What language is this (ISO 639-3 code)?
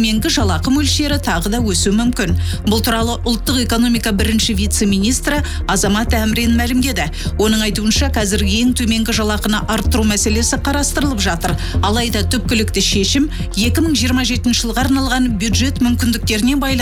kaz